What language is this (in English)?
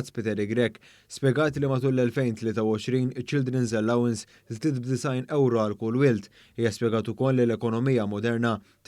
Maltese